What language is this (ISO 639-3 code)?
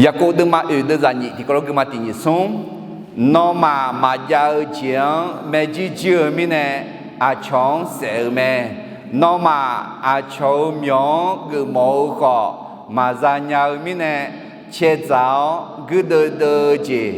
ahk